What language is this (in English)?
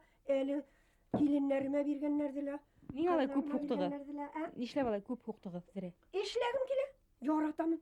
Bashkir